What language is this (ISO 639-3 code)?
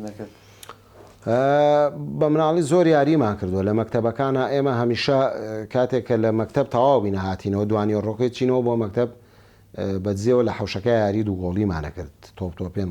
ckb